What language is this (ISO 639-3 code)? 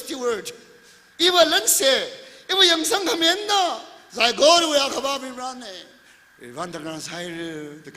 nmf